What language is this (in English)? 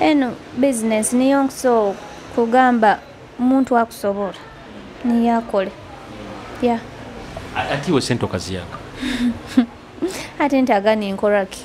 Nyoro